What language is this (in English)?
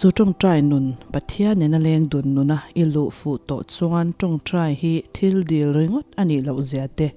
Mizo